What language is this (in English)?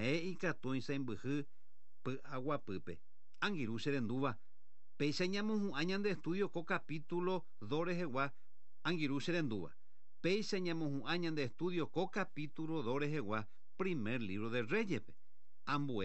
Guarani